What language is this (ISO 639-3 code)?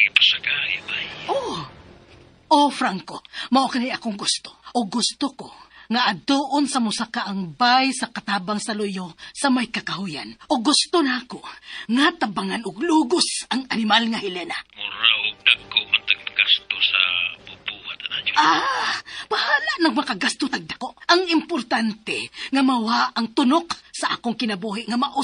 ceb